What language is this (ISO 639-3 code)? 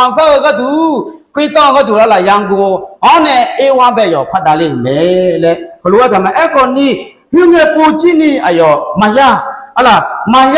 ahk